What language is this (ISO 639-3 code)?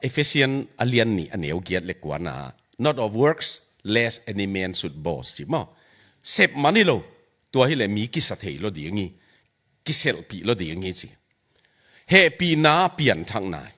ctd